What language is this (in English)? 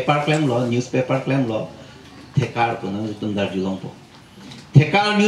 Karbi